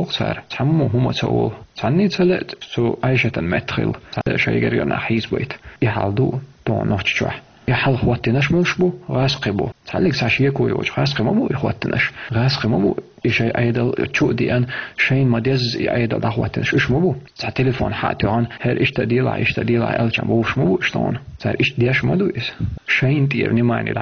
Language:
Chechen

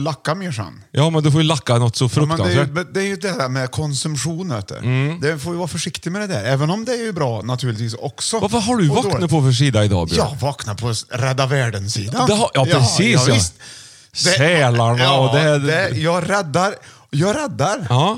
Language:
Swedish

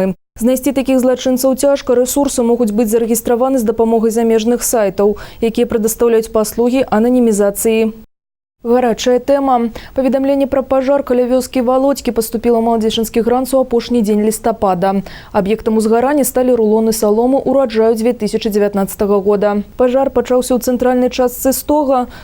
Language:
Belarusian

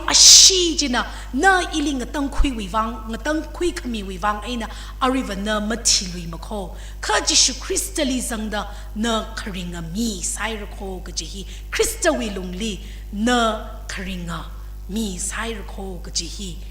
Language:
Tangkhul Naga (India)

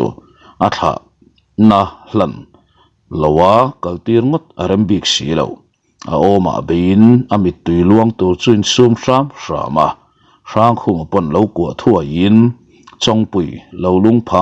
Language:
Mizo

